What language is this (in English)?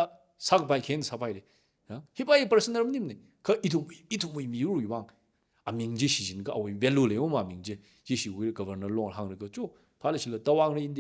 Tangkhul Naga (India)